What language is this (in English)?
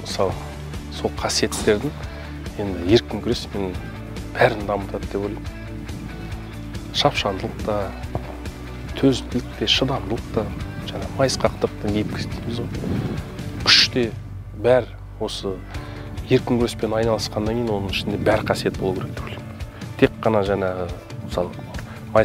Kazakh